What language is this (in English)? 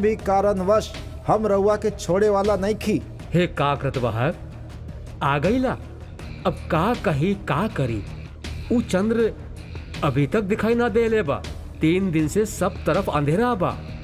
Bhojpuri